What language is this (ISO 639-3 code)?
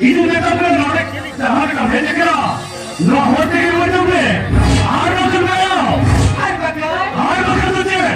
sat